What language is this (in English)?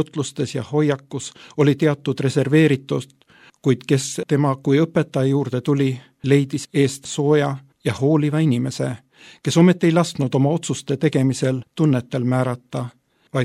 Estonian